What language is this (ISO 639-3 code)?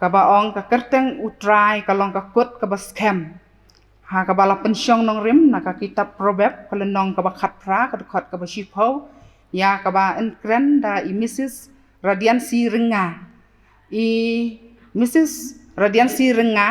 kha